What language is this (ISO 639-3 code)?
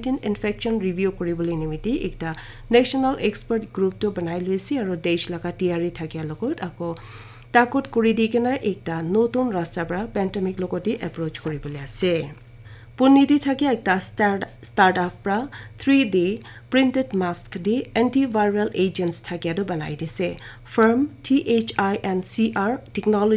nag